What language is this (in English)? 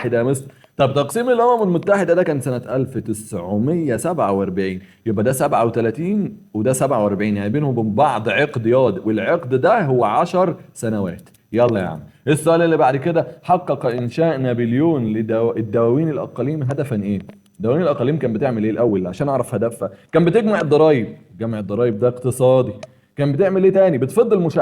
Egyptian Arabic